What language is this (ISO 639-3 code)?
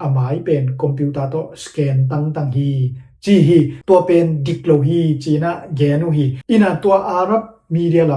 ctd